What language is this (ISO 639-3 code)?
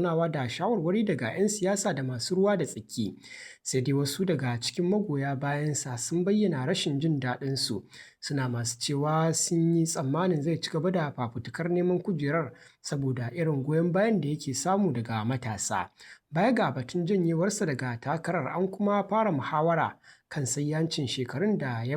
hau